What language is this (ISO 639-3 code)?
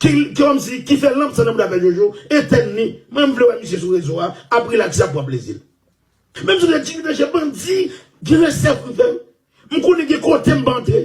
hat